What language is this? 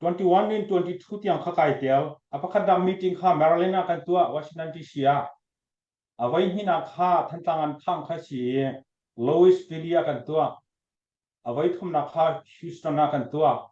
Hakha Chin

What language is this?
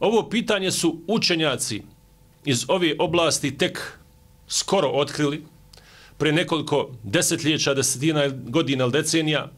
Bosnian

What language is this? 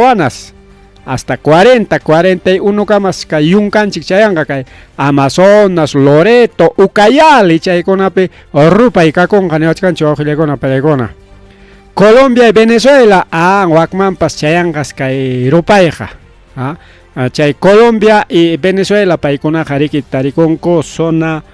Ayacucho Quechua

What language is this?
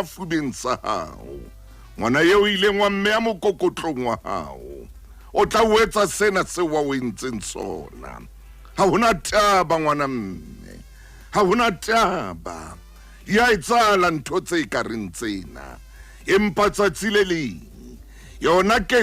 Southern Sotho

